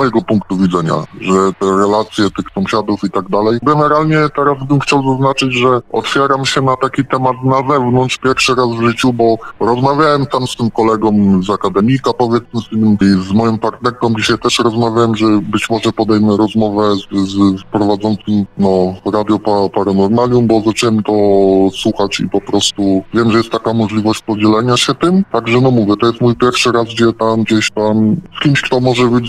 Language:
Polish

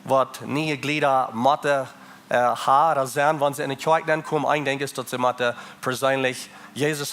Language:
Plautdietsch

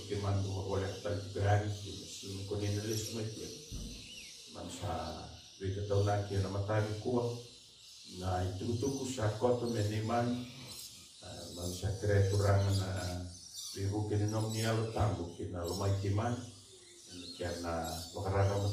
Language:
Fijian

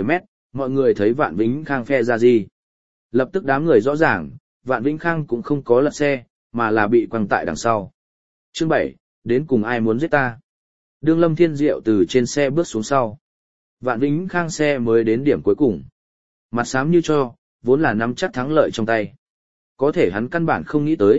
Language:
Vietnamese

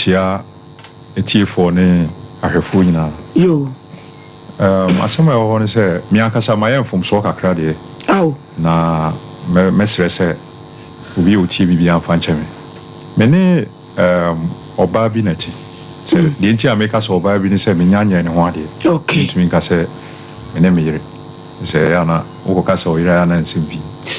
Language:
Akan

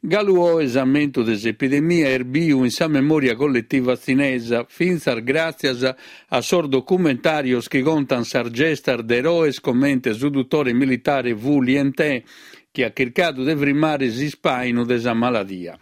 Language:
Sardinian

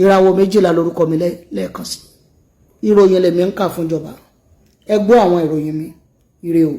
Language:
Yoruba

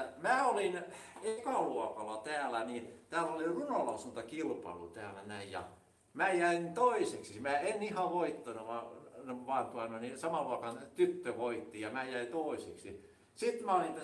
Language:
Finnish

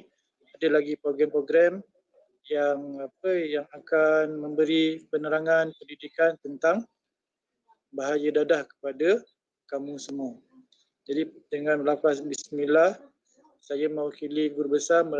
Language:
Malay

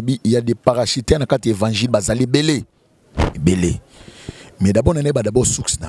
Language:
Lingala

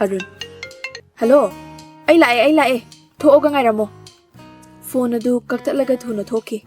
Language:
Manipuri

